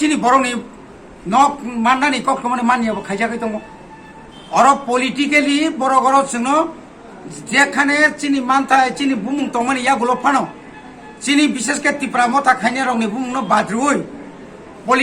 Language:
Kok Borok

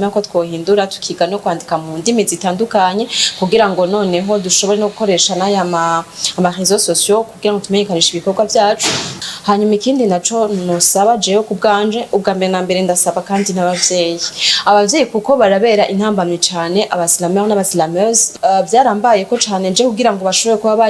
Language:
Rundi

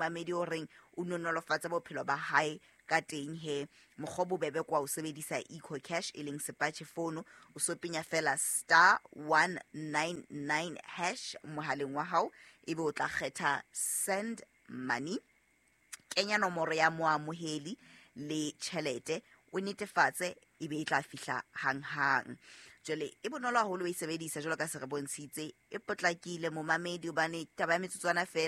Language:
Southern Sotho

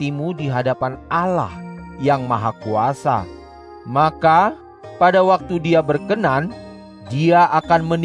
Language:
Indonesian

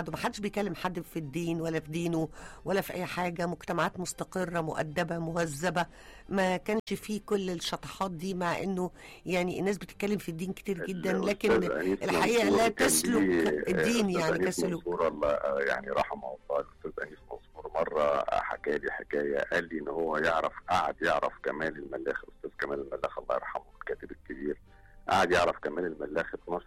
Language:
Egyptian Arabic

